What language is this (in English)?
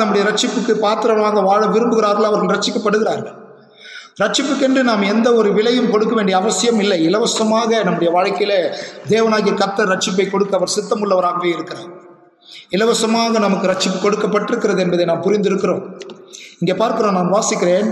Tamil